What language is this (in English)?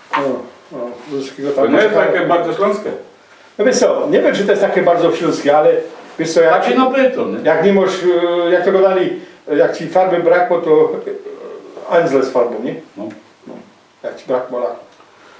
Silesian